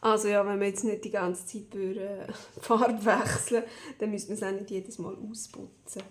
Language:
Swiss German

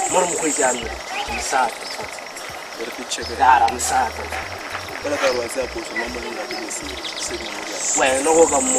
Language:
Northern Sotho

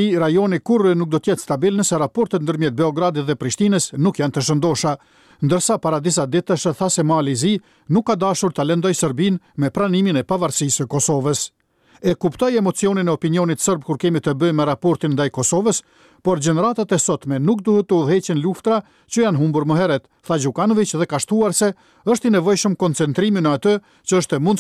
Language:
Albanian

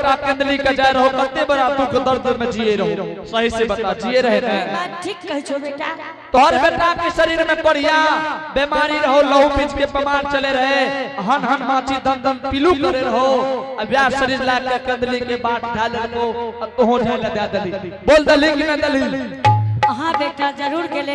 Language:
Angika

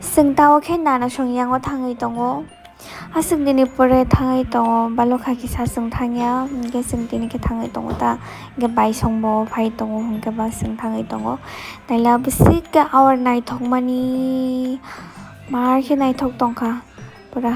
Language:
Kok Borok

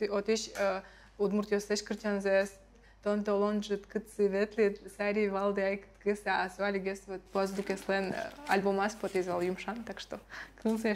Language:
Udmurt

